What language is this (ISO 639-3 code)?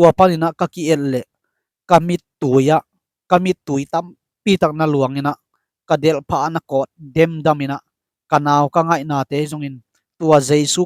ctd